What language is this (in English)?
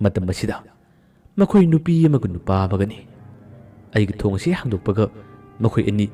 Manipuri